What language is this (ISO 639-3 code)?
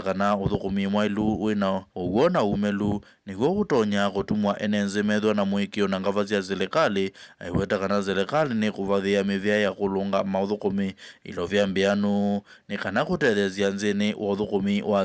kam